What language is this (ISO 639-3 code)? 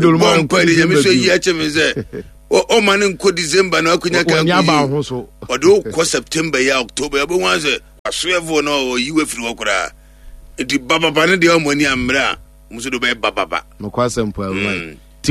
aka